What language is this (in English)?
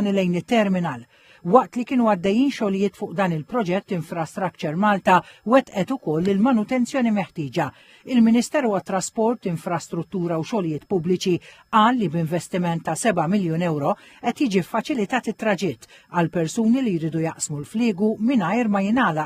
Maltese